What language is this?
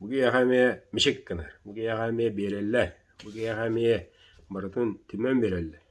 Yakut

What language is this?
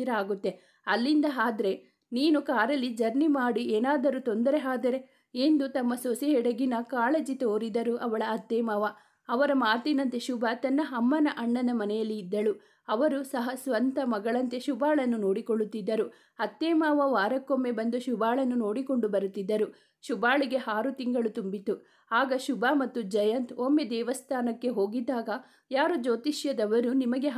Kannada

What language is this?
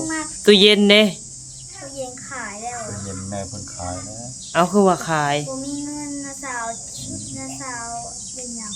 Northeastern Thai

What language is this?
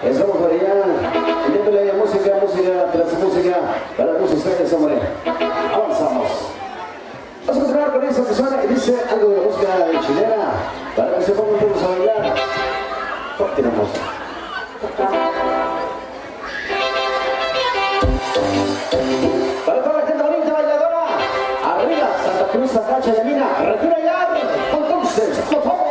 Spanish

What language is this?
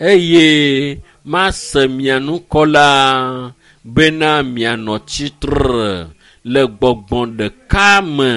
Ewe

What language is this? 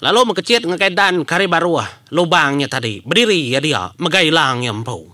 Iban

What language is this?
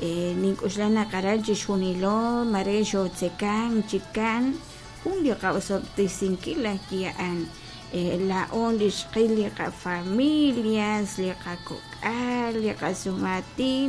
Kekchí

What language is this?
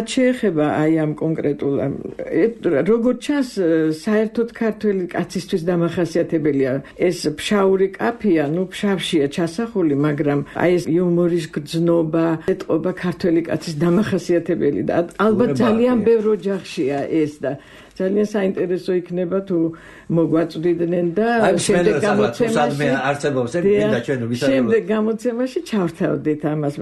Georgian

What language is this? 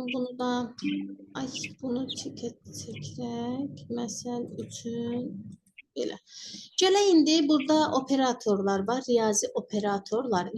Azerbaijani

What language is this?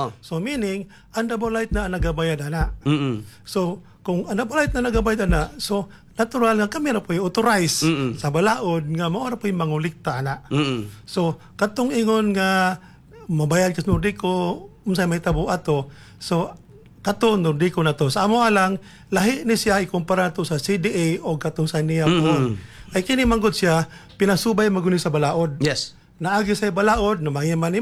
Cebuano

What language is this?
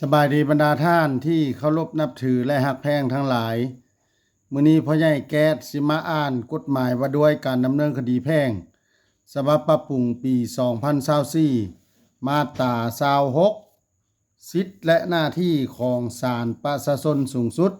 Lao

